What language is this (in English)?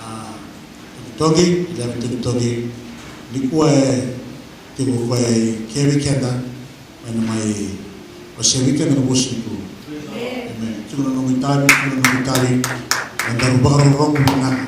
Fijian